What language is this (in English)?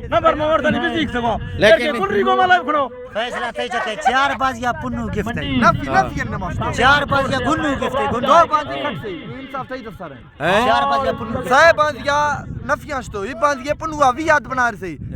Eastern Balochi